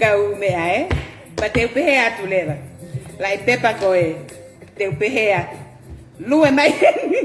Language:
Tongan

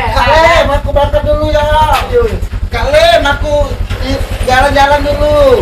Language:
Musi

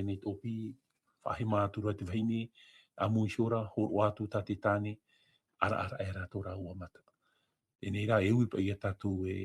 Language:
Tahitian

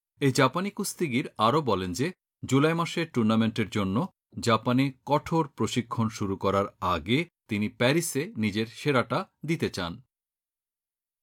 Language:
Bangla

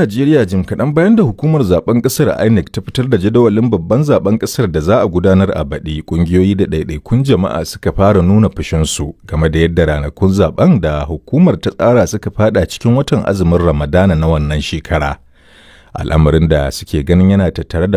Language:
Hausa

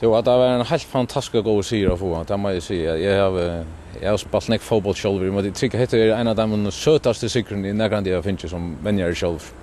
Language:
Faroese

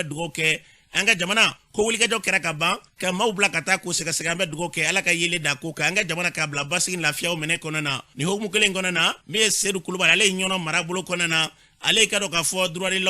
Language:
Bambara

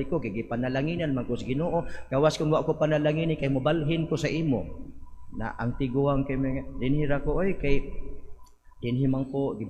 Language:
Cebuano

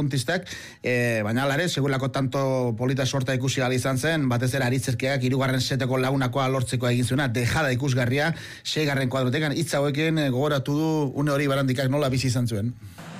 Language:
Basque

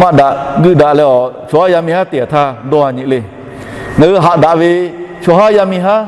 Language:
Lahu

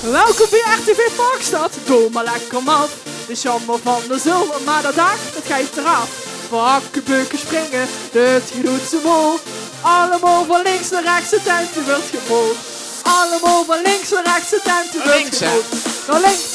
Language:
Limburgish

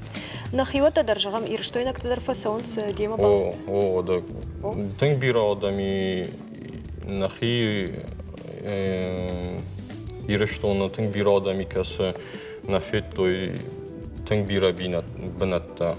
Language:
Ossetic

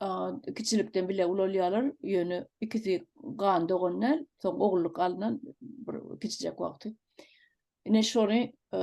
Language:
Turkmen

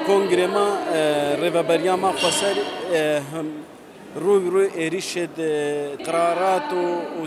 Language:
Kurdish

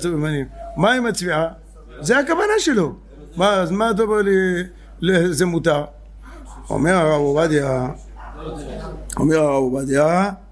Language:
Hebrew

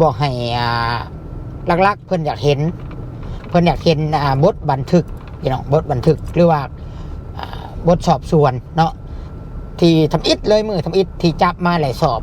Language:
Lao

